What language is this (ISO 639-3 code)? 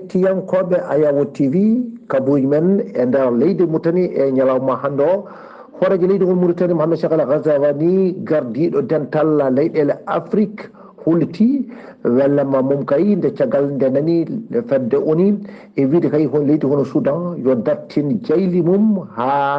ful